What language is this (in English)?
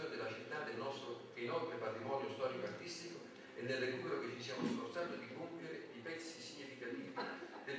Italian